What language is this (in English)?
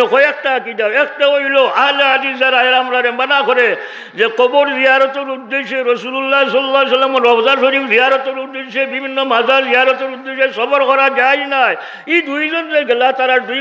Sylheti